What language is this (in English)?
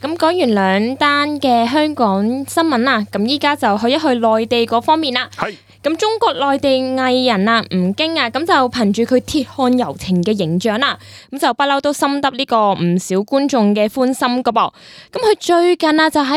Cantonese